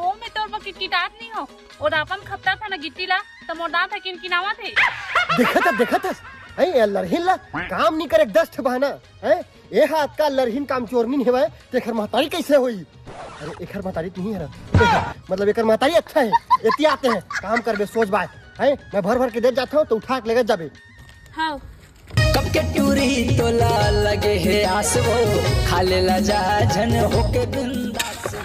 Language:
Chhattisgarhi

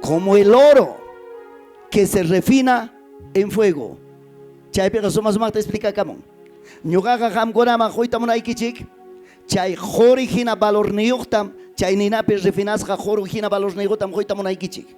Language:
Ayacucho Quechua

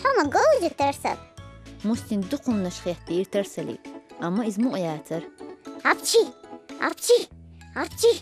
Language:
Chechen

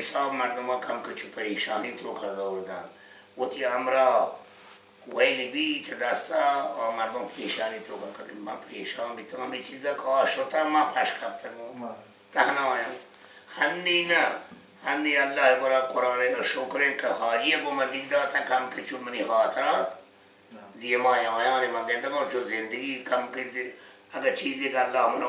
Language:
Baluchi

